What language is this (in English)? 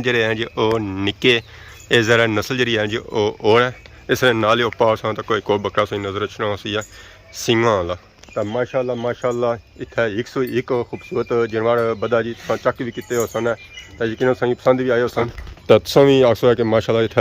Pahari-Potwari